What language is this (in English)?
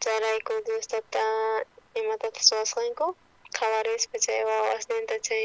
South Bolivian Quechua